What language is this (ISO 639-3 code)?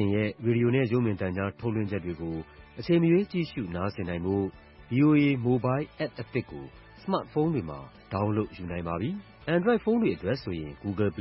mya